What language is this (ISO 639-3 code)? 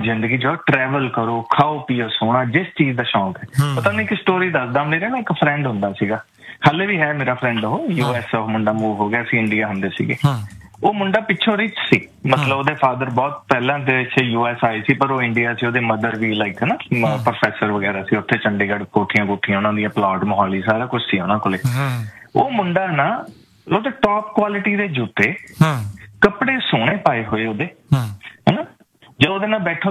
pan